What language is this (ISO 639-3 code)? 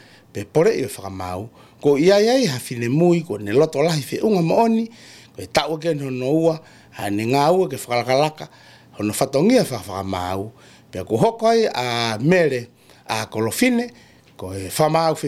ton